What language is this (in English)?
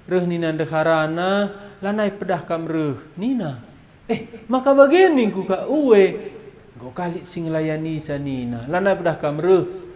Batak Karo